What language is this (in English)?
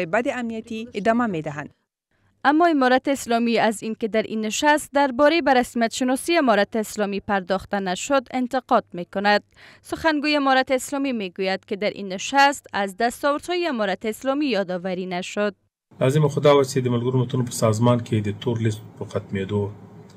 Persian